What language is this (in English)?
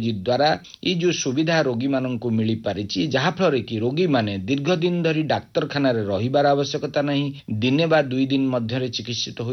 Odia